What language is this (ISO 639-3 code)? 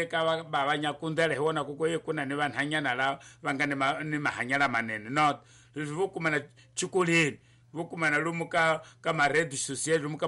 tso